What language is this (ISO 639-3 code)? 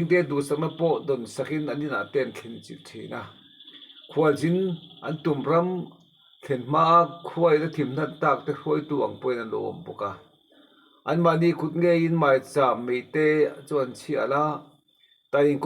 lus